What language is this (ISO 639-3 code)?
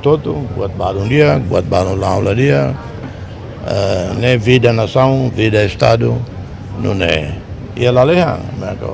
tet